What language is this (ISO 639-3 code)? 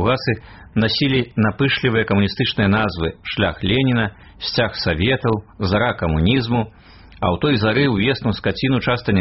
bel